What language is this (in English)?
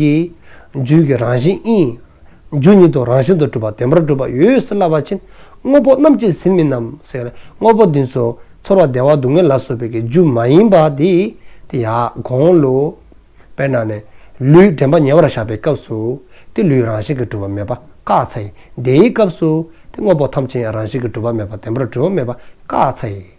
Dzongkha